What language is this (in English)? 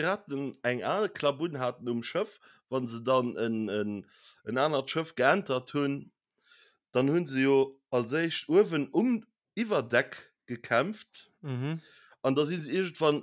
Luxembourgish